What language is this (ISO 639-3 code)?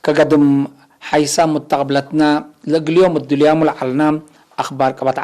tig